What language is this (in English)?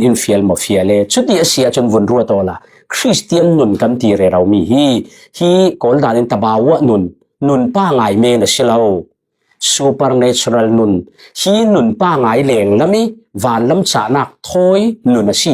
Falam Chin